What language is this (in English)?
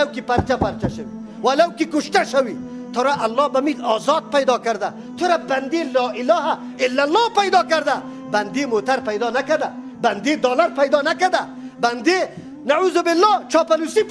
Persian